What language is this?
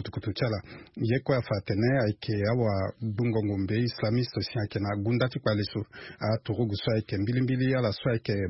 Sango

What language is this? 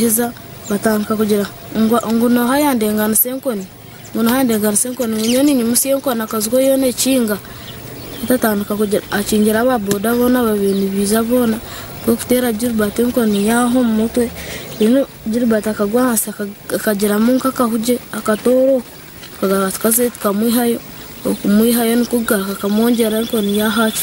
Nyankole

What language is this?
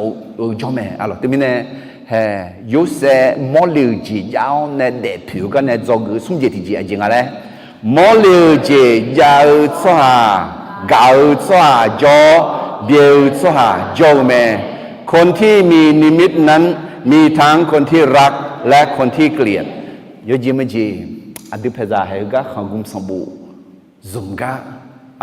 Akha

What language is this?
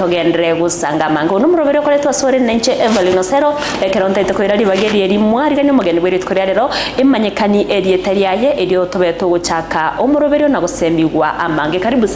Gusii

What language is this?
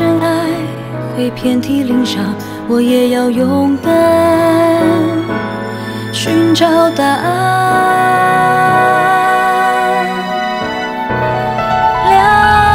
Chinese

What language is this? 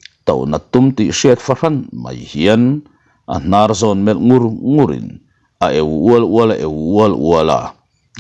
Mizo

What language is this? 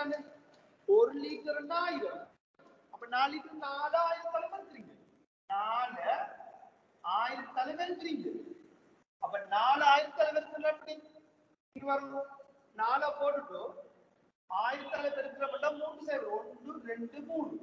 Tamil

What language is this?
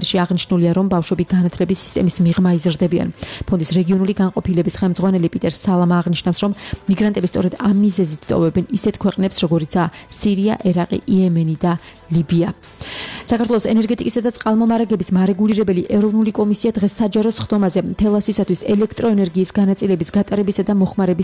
Georgian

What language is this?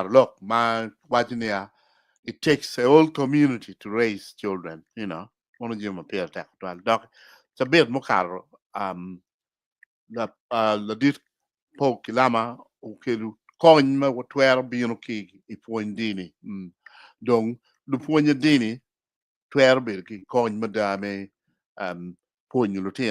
Acoli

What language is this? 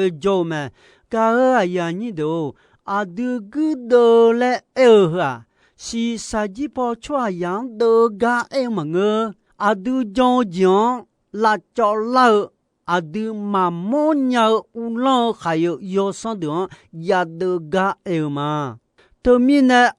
Akha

